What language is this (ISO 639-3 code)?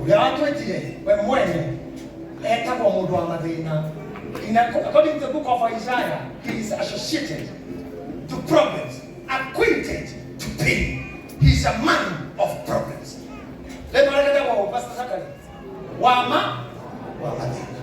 kik